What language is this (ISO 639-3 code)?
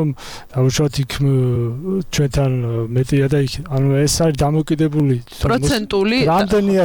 kat